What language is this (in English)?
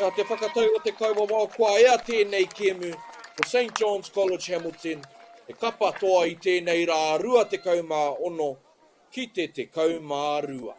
Māori